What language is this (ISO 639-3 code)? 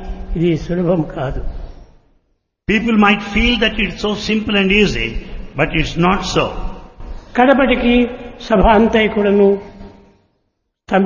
tel